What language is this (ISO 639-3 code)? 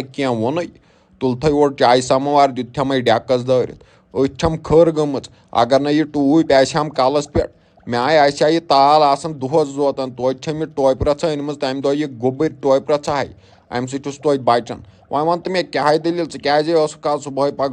kas